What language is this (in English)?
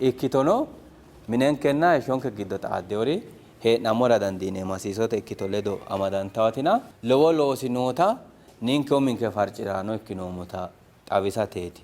Sidamo